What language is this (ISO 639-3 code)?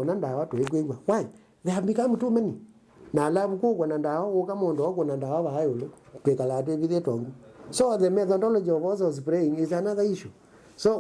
kam